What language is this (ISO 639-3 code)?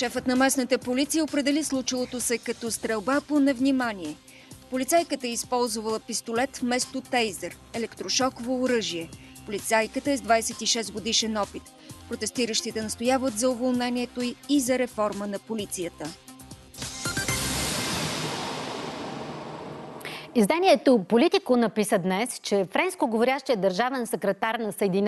bul